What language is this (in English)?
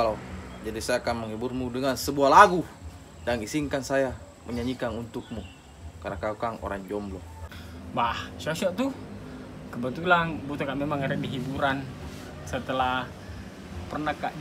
Makassar Malay